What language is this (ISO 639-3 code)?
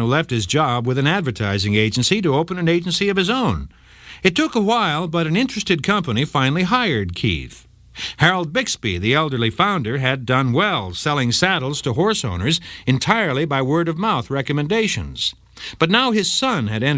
eng